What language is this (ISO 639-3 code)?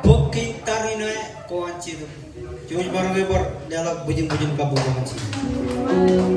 mah